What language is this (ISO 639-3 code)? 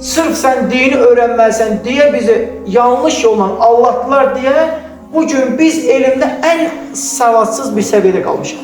aze